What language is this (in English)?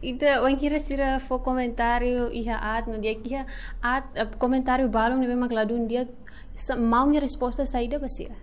Tetum